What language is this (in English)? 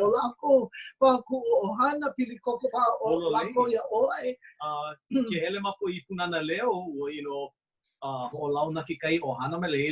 Hawaiian